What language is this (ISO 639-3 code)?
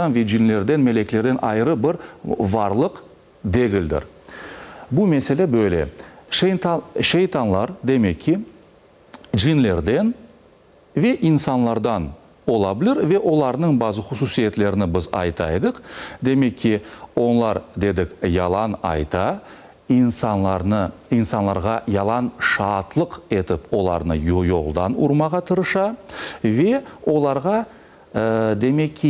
crh